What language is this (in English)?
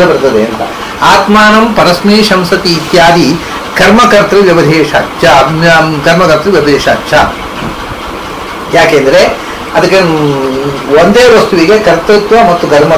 Kannada